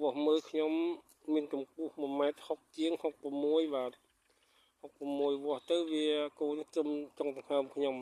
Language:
Khmer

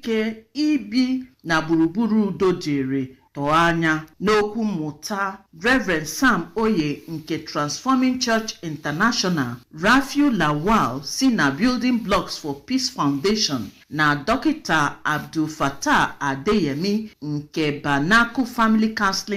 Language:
Igbo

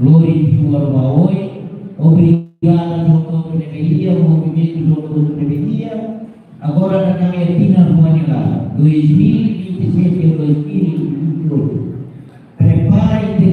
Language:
Tetum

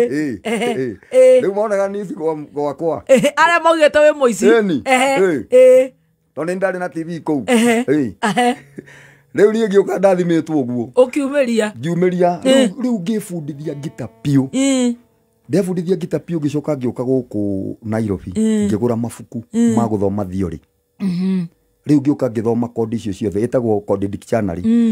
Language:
Kikuyu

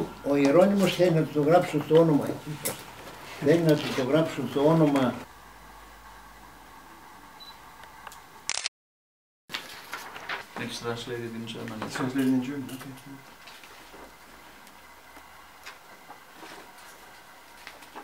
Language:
Greek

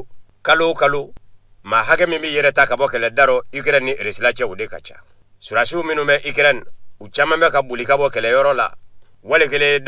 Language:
Bambara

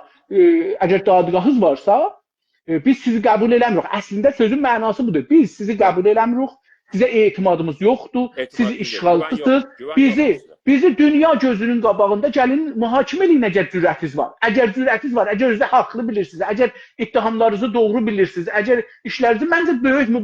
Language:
South Azerbaijani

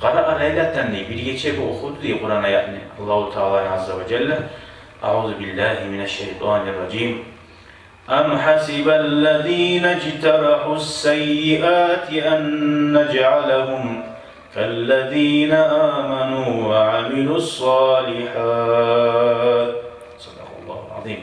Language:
Kumyk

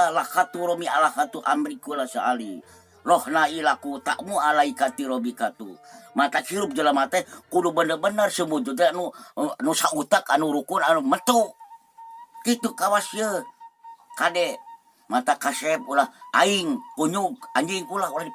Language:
Sundanese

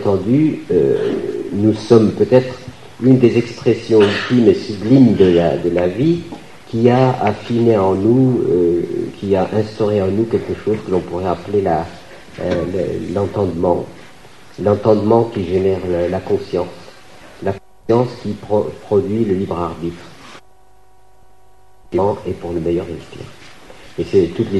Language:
French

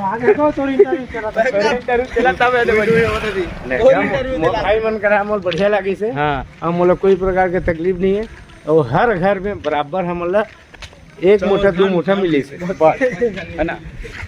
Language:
Chhattisgarhi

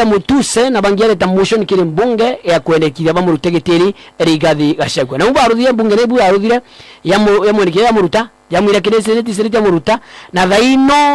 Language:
Meru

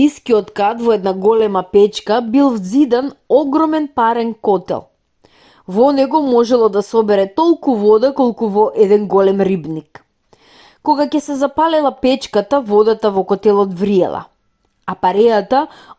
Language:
Macedonian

